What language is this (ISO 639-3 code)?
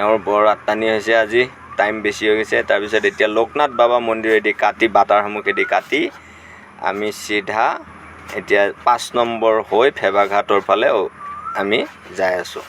asm